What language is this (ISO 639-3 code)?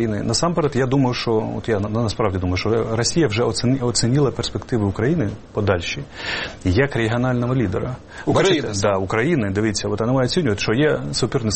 ukr